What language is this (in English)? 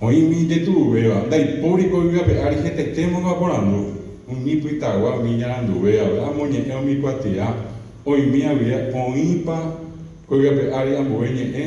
Guarani